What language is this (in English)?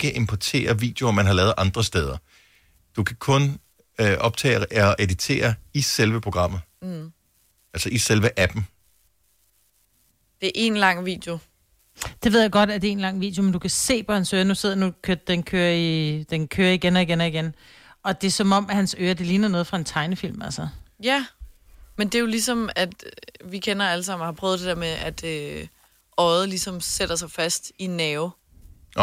Danish